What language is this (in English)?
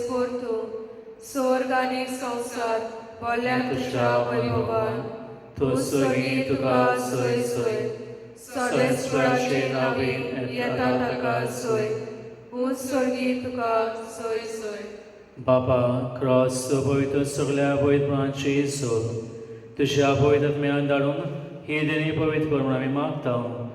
Konkani